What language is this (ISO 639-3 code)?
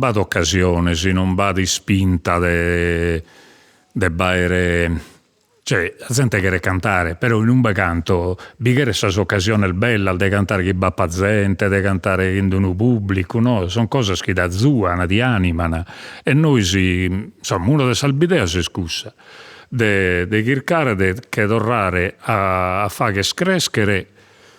srd